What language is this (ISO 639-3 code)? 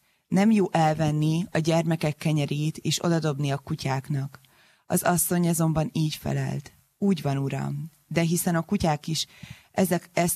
hun